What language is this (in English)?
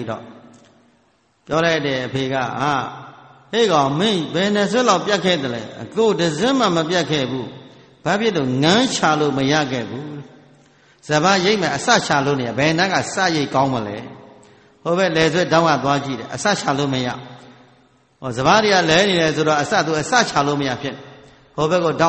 Burmese